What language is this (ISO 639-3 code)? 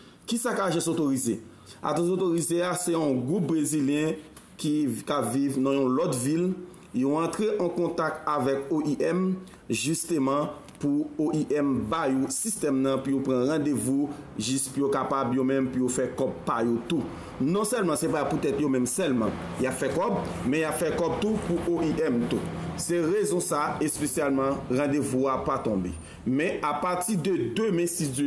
hat